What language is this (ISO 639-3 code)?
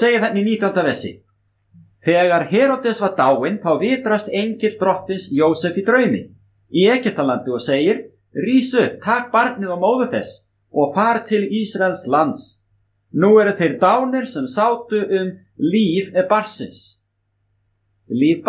isl